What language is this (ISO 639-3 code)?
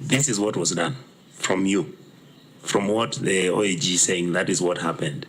mer